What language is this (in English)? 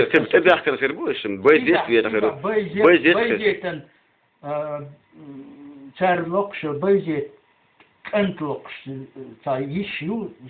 Chechen